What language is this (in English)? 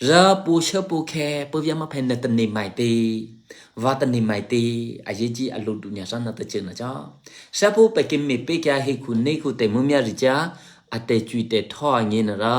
Eastern Kayah